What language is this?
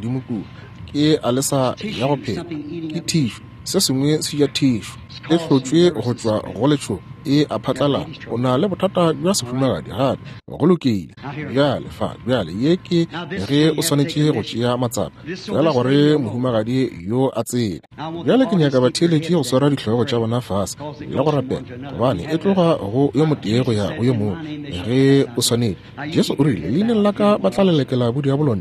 Northern Sotho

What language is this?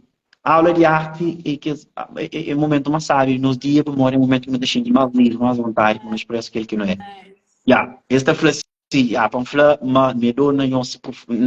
Kabuverdianu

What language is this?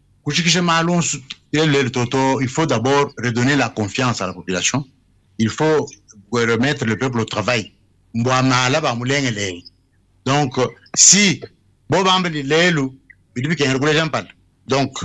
Luba-Lulua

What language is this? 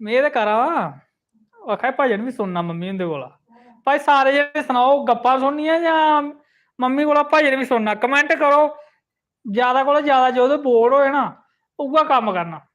Dogri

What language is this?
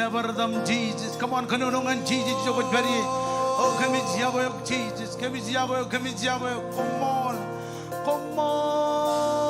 Marshallese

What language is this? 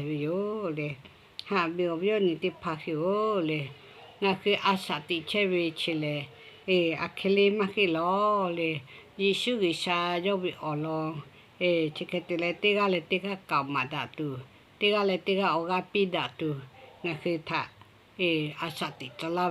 Lahu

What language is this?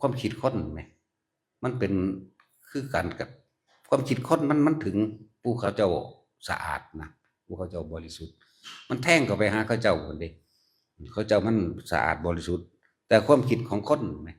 Northeastern Thai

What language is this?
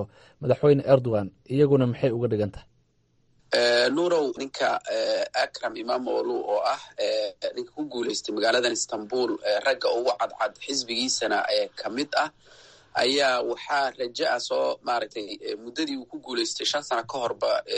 Somali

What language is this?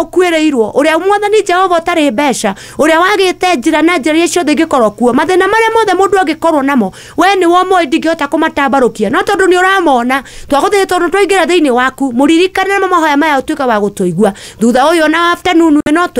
Kikuyu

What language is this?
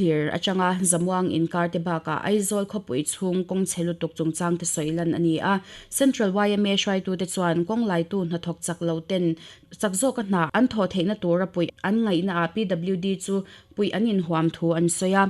Mizo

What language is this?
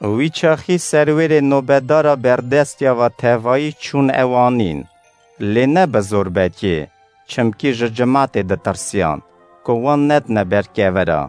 Kurdish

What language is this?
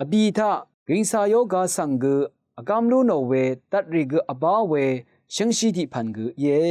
Rawang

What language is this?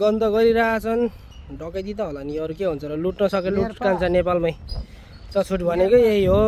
Nepali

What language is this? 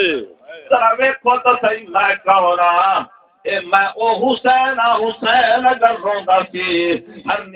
Saraiki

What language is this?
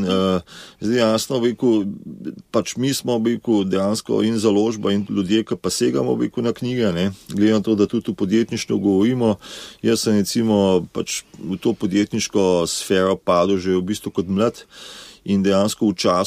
Slovenian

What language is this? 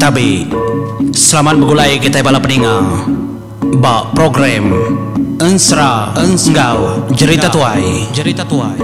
Iban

